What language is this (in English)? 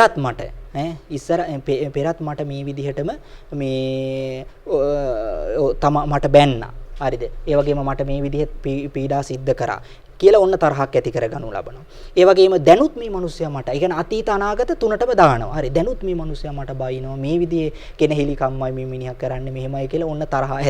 Sinhala